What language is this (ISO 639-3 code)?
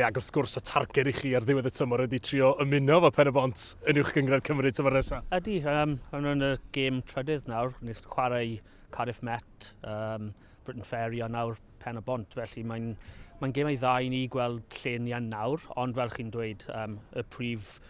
cym